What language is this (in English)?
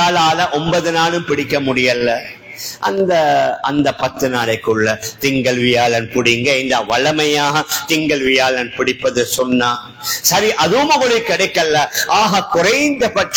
Tamil